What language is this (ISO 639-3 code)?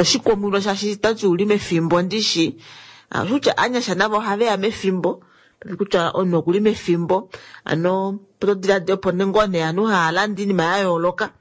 kua